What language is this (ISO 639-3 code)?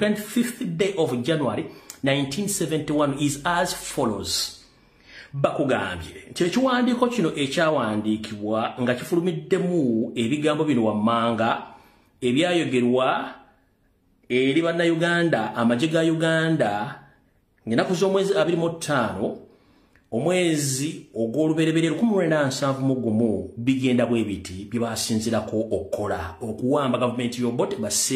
lug